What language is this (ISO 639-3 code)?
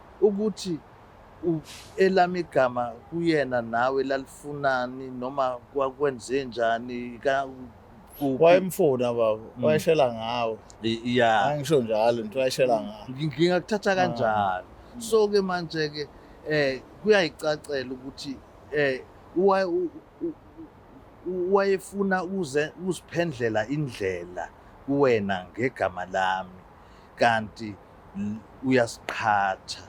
zul